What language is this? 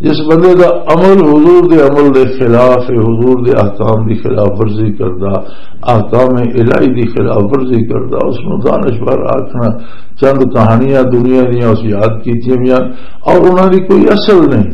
Western Panjabi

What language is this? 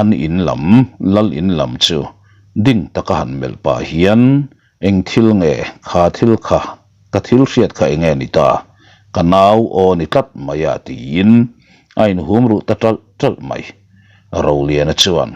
Mizo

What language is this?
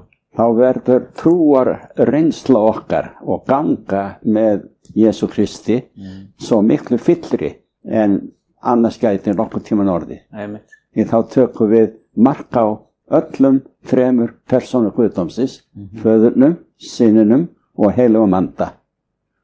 Icelandic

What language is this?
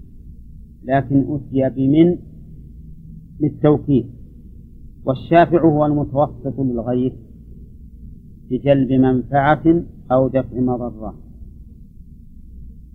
Arabic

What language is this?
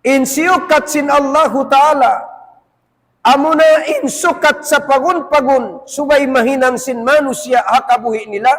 Tausug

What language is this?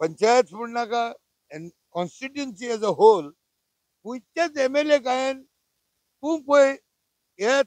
Konkani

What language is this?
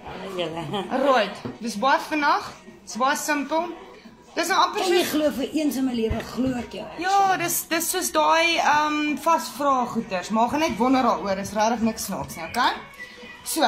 Afrikaans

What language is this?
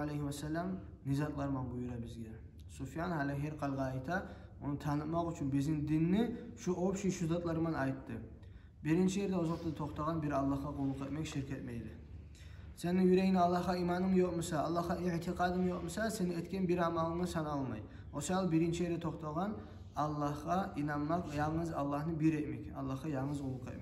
Kumyk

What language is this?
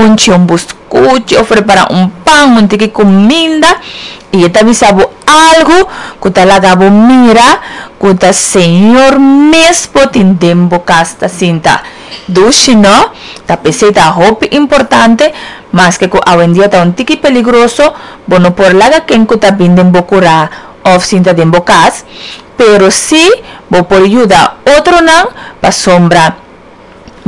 Papiamento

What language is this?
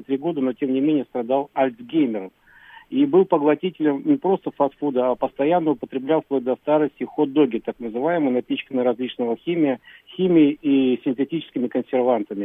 Russian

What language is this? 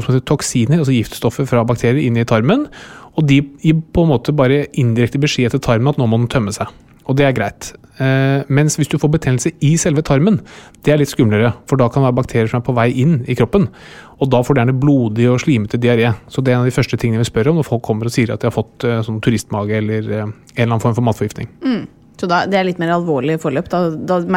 Norwegian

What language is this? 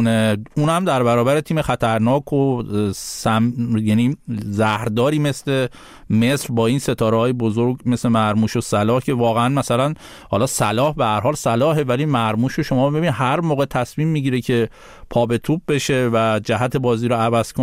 Persian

